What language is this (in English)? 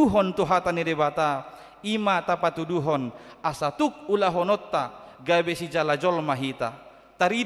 Batak Toba